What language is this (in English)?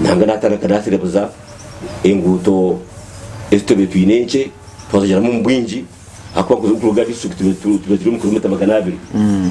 Nyankole